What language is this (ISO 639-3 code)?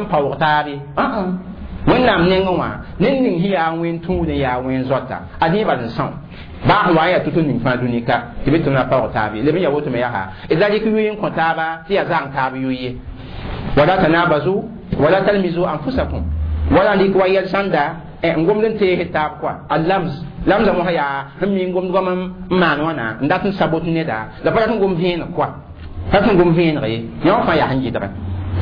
mos